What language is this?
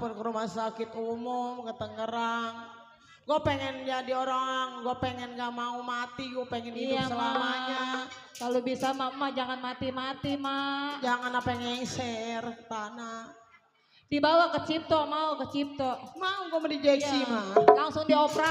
Betawi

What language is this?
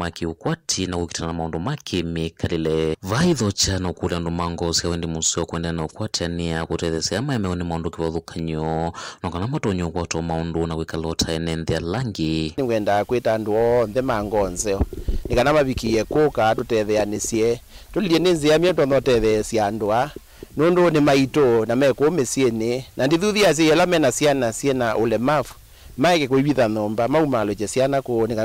Kamba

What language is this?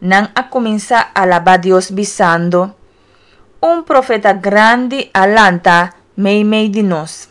Papiamento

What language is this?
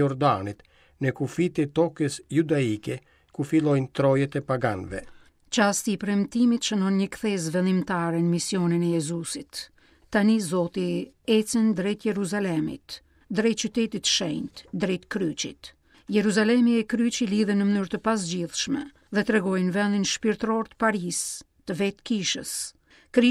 Albanian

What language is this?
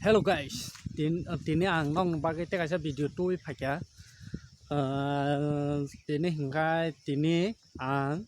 Kok Borok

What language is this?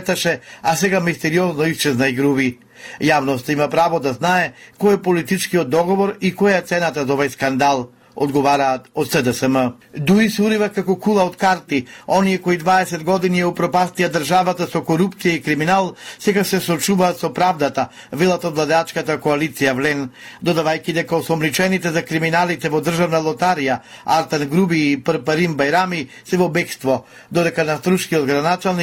Macedonian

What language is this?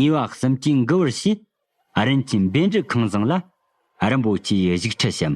Tibetan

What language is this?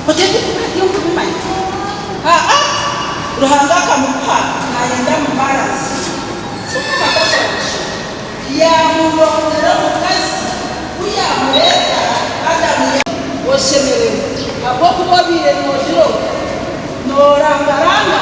Nyankole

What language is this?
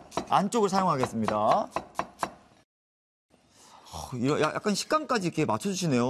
Korean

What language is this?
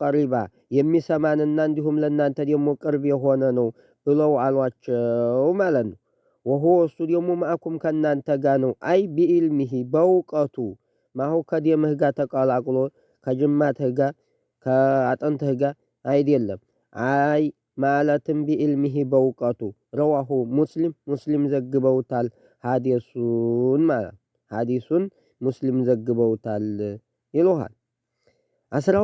Amharic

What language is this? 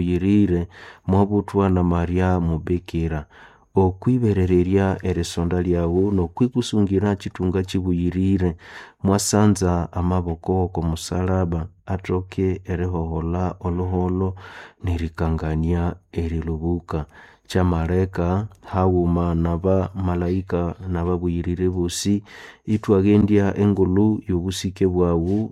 Nande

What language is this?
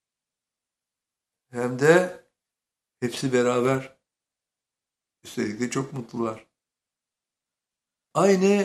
Turkish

